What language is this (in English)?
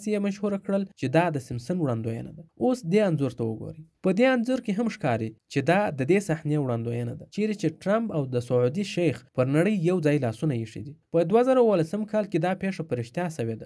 Pashto